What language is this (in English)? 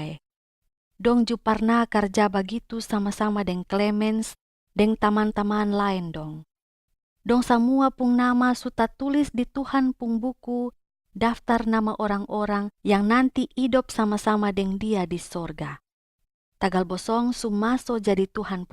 Kupang Malay